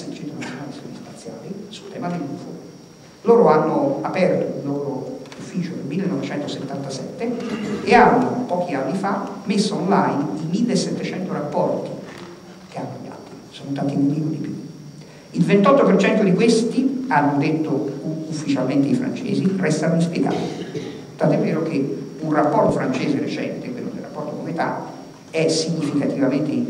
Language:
Italian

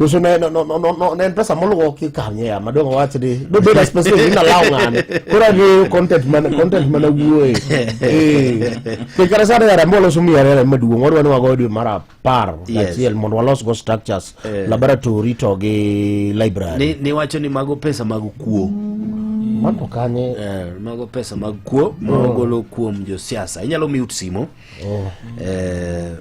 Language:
Luo (Kenya and Tanzania)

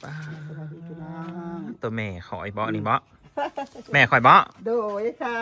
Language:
Northeastern Thai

